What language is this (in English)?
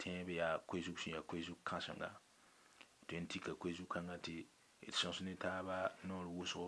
Mossi